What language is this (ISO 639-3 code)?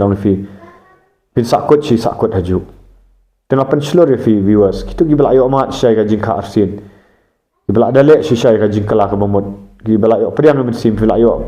kha